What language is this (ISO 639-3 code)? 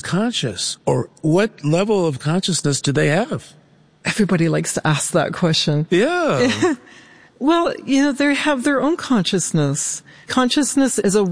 eng